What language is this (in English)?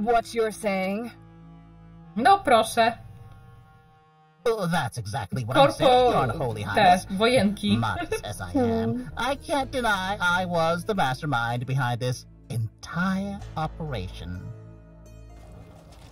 Polish